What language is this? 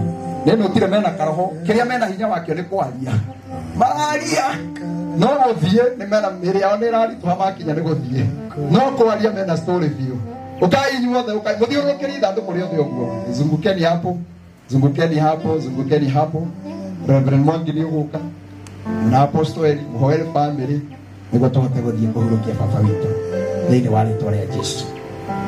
Kikuyu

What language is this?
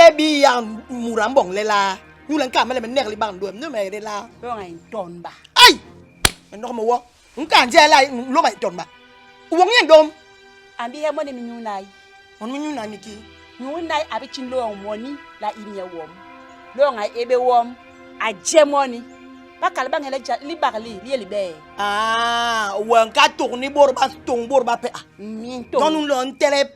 Basaa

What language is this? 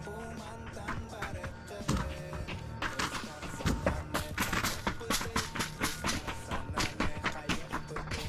Yakut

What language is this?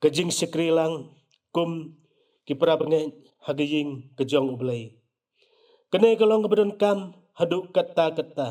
Khasi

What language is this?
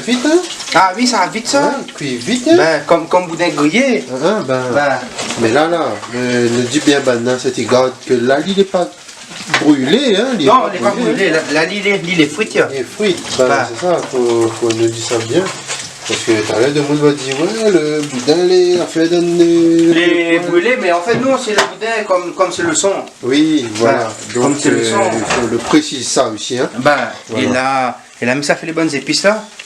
Réunion Creole French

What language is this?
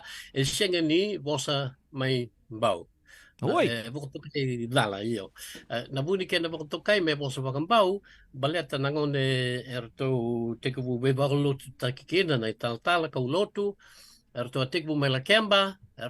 Fijian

